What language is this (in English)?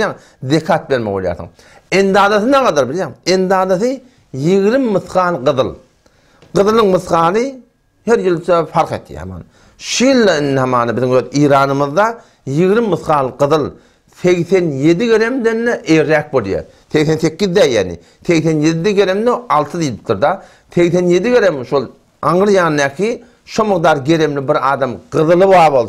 Turkmen